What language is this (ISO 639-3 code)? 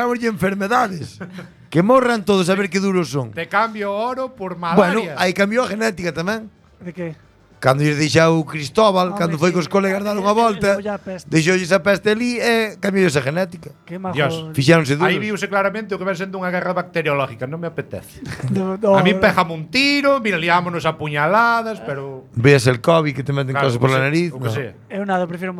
glg